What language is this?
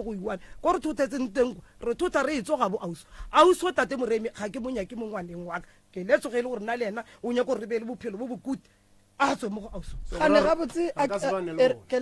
Northern Sotho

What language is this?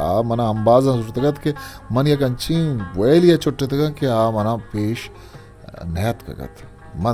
Eastern Balochi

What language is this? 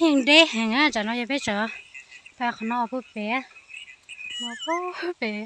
Hmong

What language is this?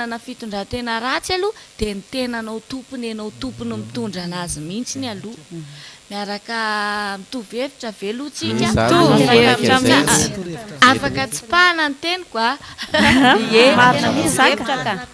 Malagasy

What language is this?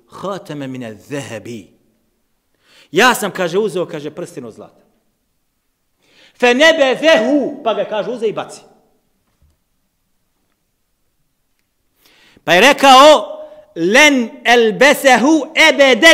Bosnian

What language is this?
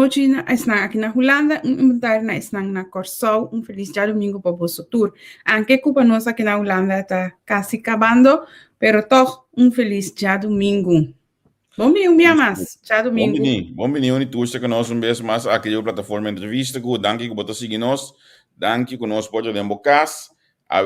Papiamento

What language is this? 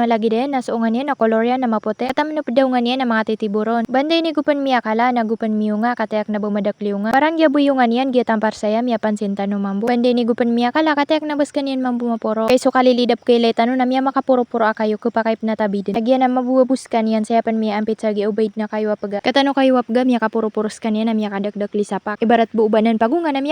Maranao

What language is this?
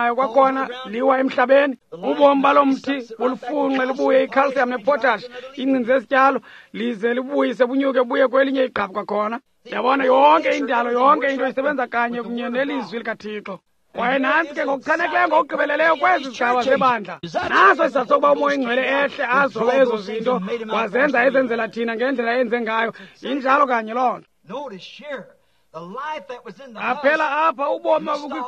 Xhosa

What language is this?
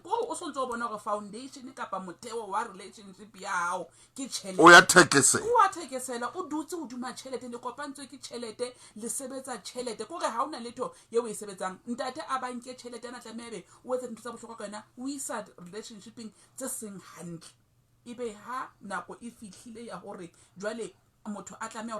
Southern Sotho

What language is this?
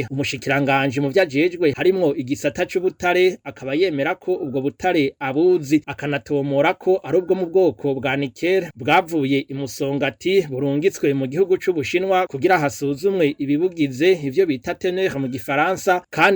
Rundi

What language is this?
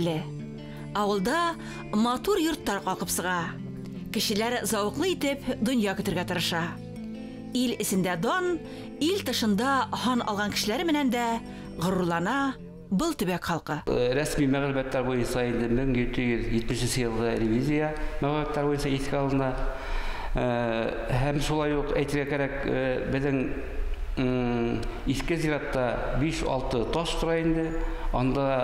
Bashkir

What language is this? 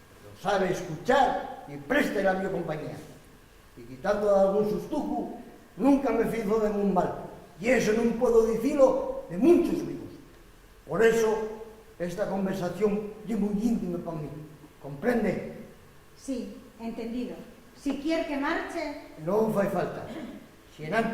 Asturian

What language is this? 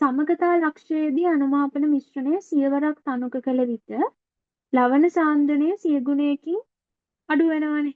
Sinhala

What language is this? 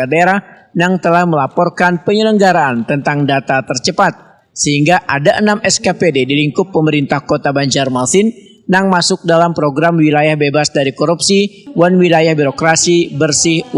Banjar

